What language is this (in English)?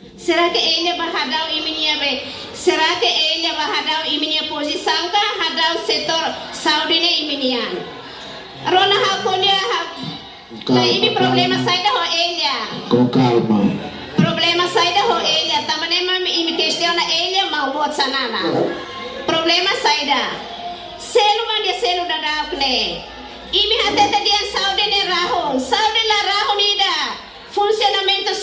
Tetum